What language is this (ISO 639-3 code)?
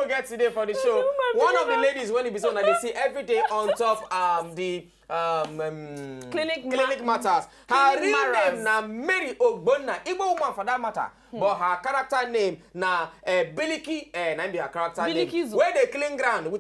pcm